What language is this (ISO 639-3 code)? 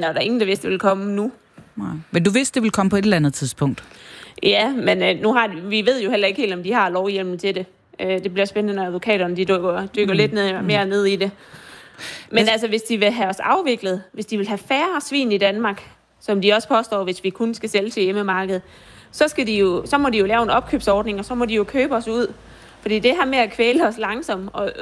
dan